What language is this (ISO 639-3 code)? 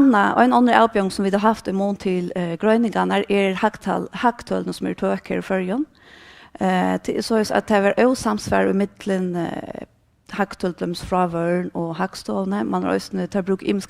fao